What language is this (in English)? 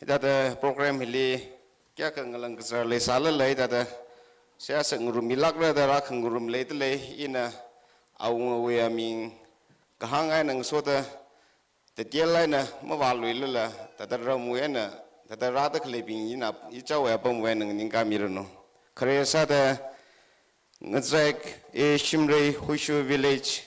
Tangkhul Naga (India)